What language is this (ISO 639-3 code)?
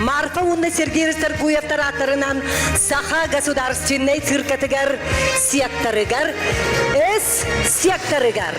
sah